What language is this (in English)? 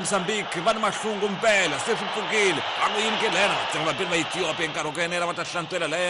Tsonga